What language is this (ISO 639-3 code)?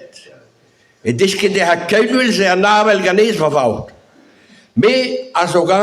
bre